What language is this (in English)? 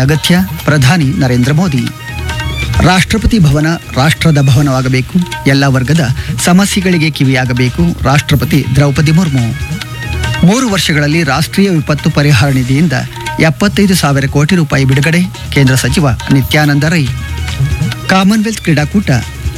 Kannada